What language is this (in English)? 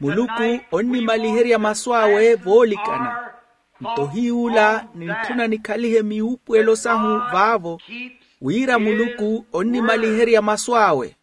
Makhuwa